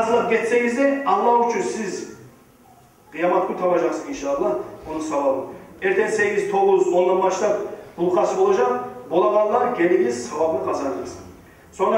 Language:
Kumyk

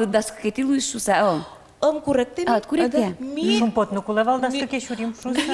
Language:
Udmurt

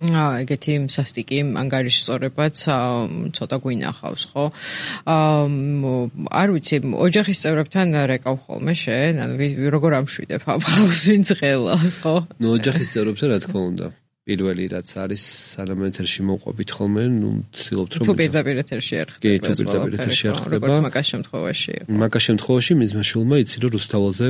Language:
Georgian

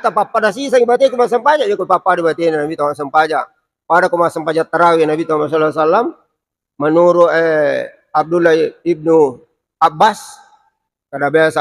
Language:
Buginese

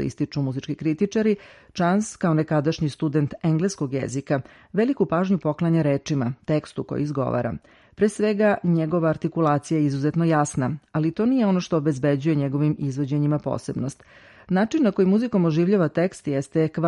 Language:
Serbian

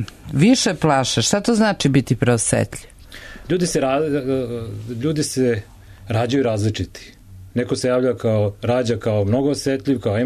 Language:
Serbian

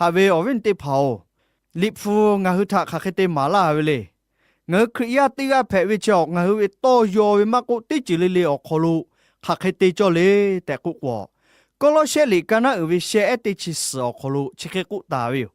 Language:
Lahu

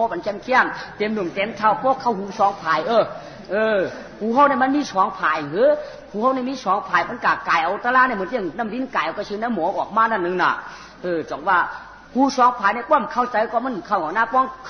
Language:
Shan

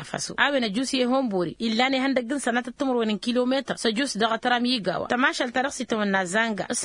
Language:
Tamasheq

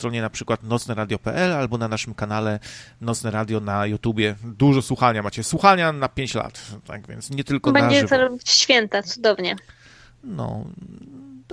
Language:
Polish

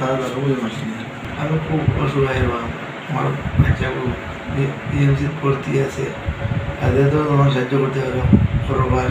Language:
Sylheti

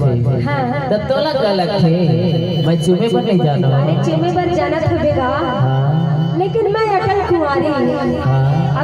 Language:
Chhattisgarhi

